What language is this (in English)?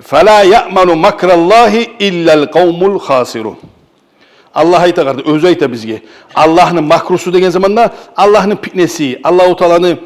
Kumyk